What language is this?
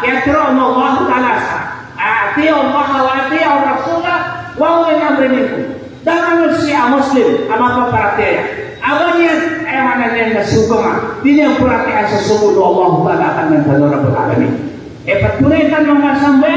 Maranao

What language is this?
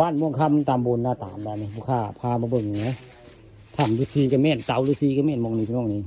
Northeastern Thai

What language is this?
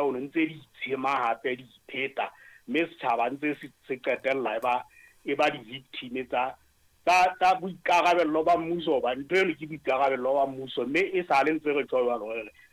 Southern Sotho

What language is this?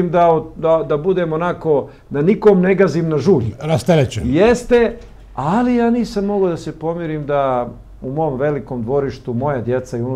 Bosnian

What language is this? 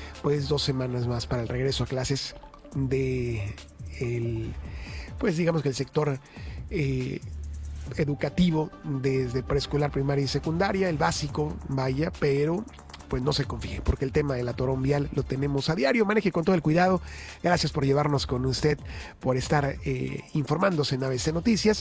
Spanish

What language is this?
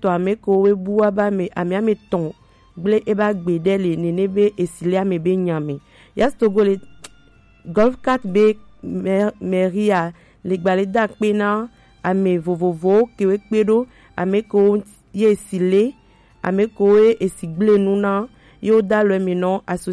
Gen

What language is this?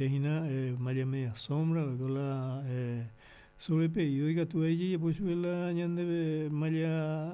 Guarani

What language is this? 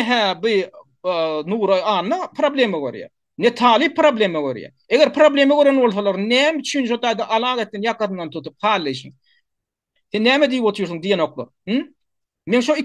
Turkmen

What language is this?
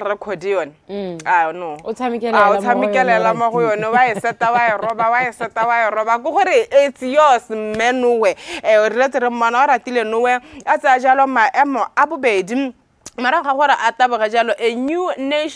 Tswana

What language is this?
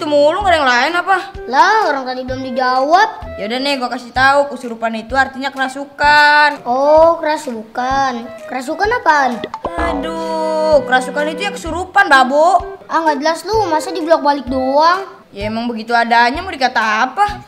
Betawi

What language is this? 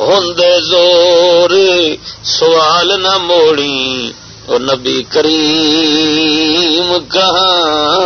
Saraiki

